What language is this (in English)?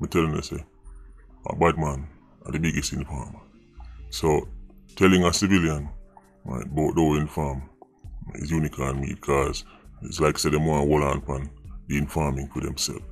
Jamaican Creole English